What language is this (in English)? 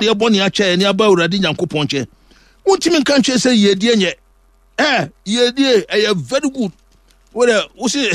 Akan